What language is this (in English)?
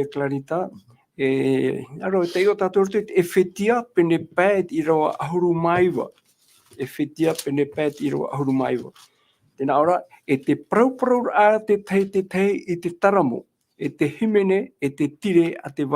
Tahitian